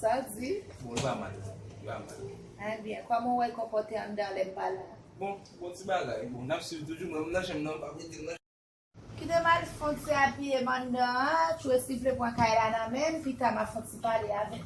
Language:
Haitian Creole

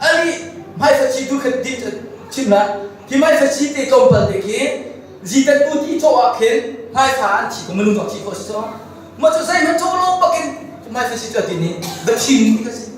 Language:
Hakha Chin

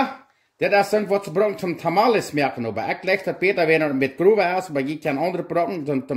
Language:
Plautdietsch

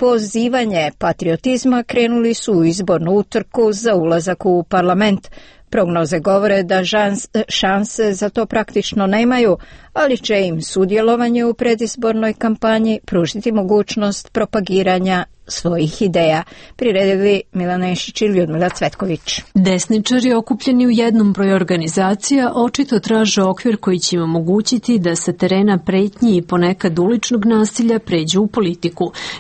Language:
Serbian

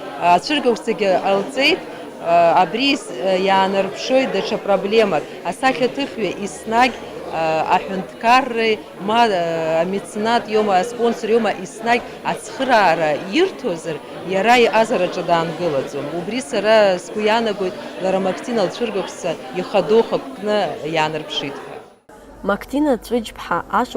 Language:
Abkhazian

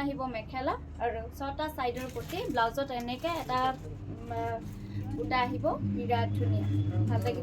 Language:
Assamese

